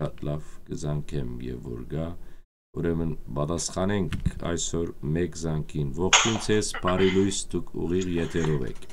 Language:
Western Armenian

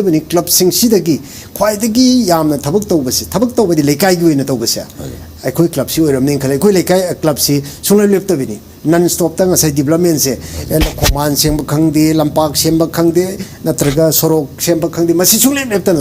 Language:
Manipuri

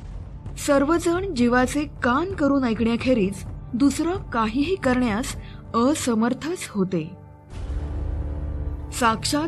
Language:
Marathi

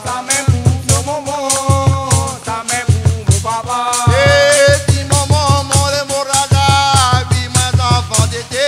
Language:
Réunion Creole French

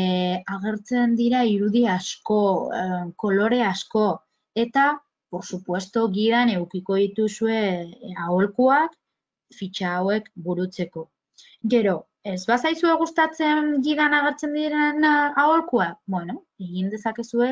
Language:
Basque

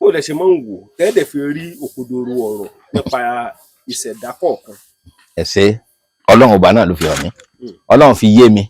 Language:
Yoruba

